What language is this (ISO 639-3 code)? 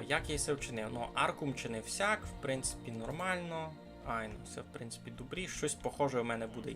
rue